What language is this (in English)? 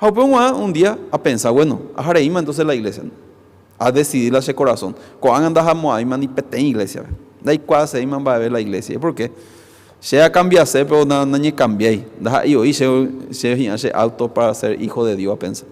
Guarani